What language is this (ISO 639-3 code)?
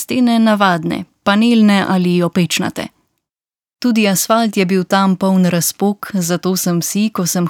slv